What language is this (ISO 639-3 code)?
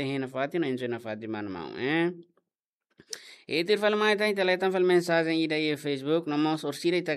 tet